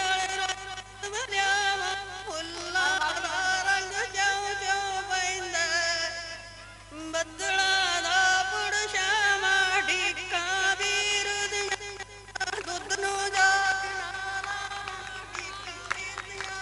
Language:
Punjabi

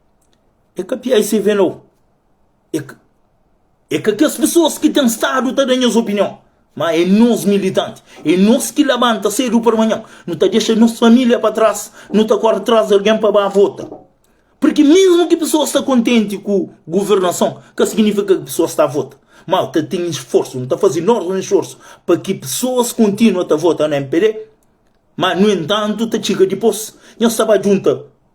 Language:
Kabuverdianu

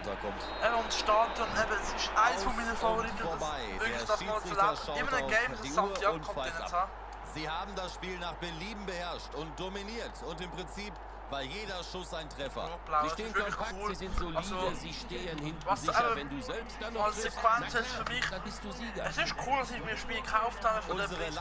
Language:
Swiss German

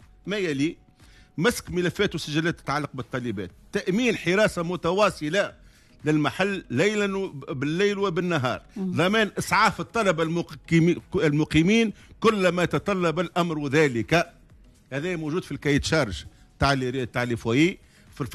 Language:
Tunisian Arabic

